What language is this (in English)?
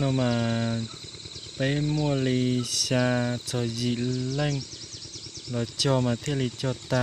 Hmong